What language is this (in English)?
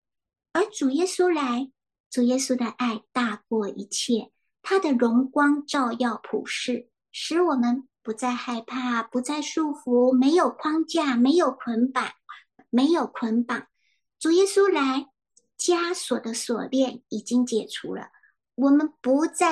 Chinese